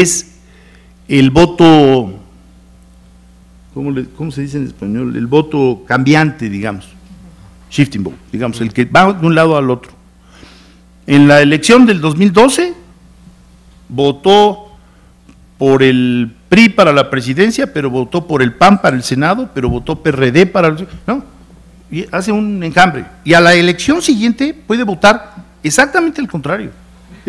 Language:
Spanish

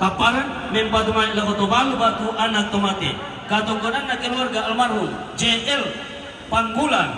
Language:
Toraja-Sa'dan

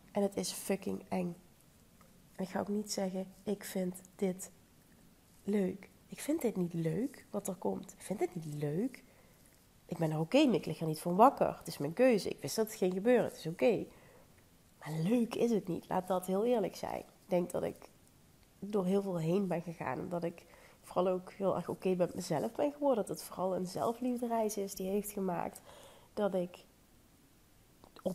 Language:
Dutch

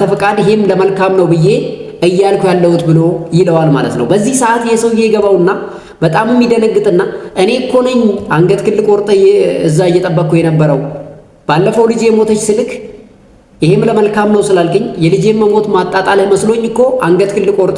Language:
Amharic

